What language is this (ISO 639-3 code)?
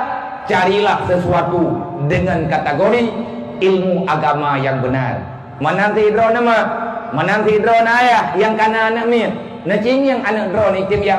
ace